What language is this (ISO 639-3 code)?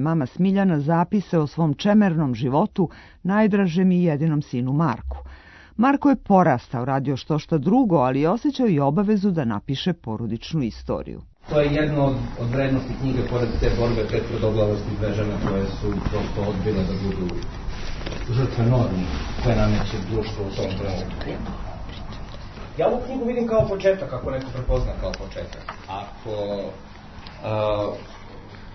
srp